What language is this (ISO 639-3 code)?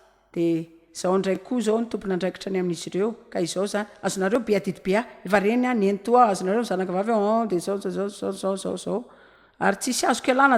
mlg